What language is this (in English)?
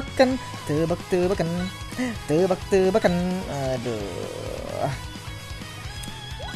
Indonesian